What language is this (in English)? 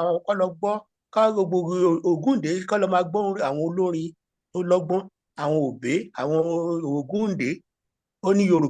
Yoruba